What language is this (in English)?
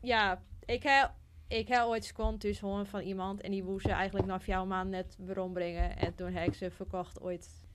Western Frisian